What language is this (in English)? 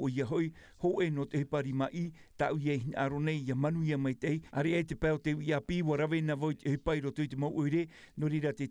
Tahitian